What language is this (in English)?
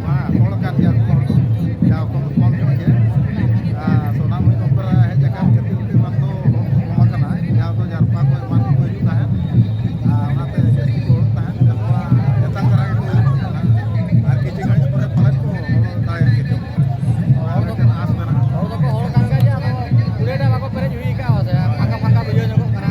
Santali